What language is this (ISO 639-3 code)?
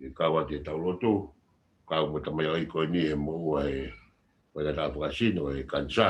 ton